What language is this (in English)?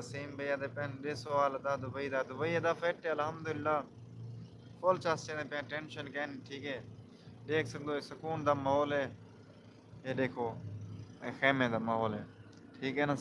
Saraiki